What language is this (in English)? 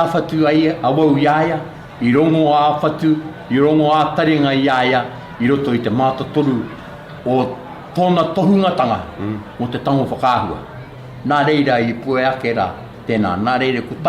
Māori